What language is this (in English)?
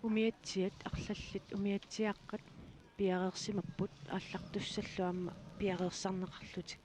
Kalaallisut